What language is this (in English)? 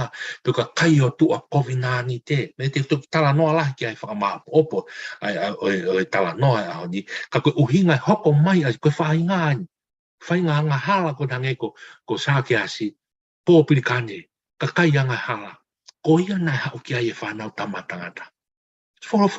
Tongan